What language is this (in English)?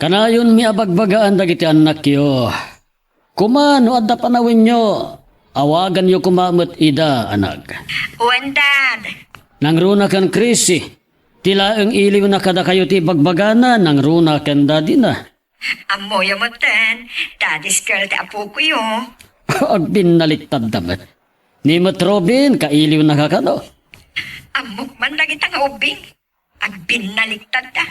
Iloko